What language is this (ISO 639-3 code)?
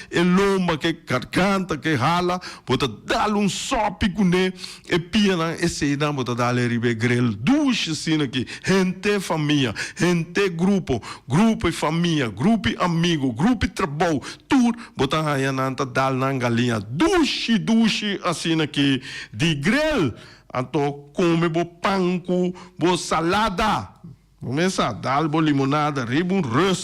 pap